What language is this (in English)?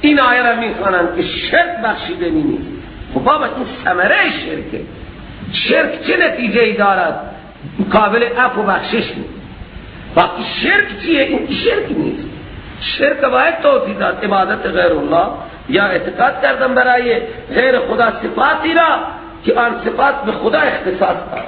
Persian